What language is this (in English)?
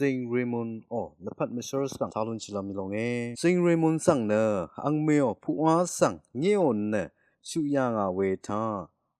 Rawang